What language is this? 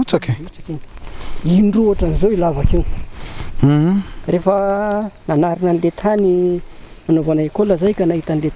Malagasy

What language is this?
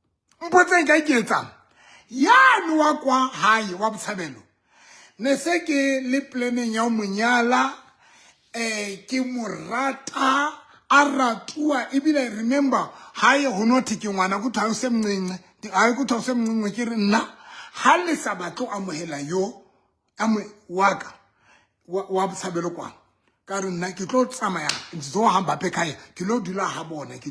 Southern Sotho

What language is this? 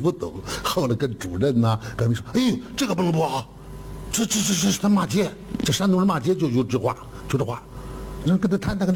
Chinese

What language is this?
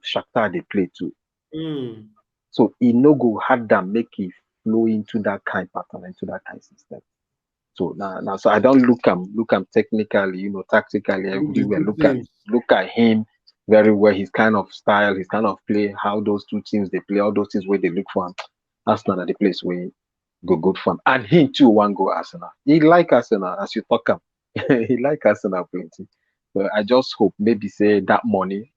Nigerian Pidgin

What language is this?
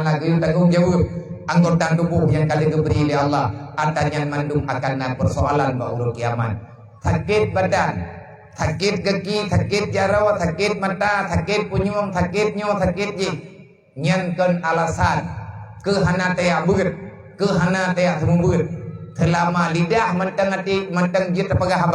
Achinese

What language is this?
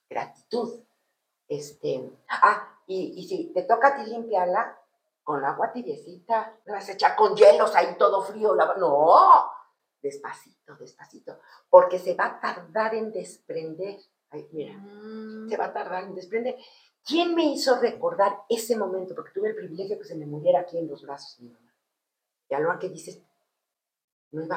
Spanish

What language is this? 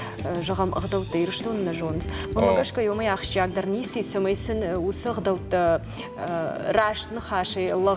Ossetic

